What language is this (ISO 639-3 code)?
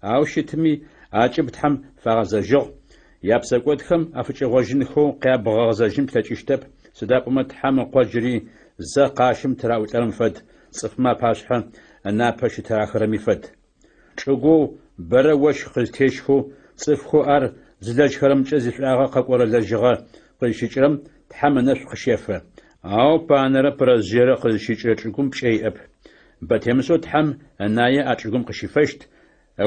ady